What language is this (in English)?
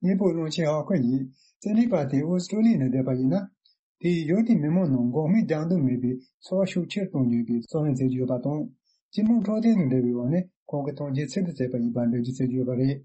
Tibetan